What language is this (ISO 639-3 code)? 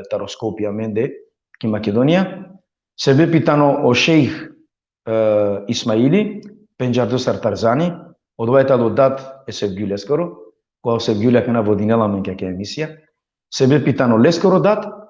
rmn